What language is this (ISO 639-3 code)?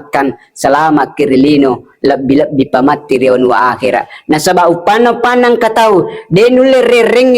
bug